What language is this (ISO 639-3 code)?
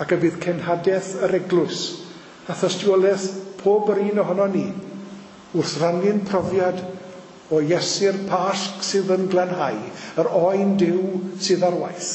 cym